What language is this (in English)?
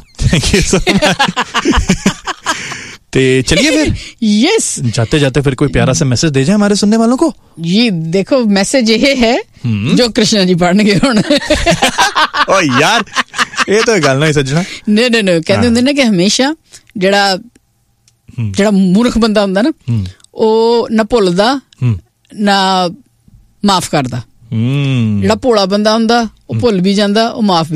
Punjabi